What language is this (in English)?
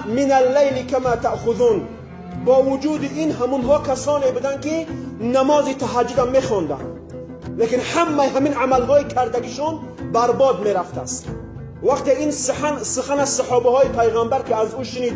Tajik